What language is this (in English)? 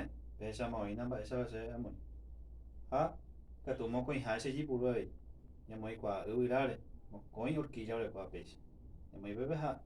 Guarani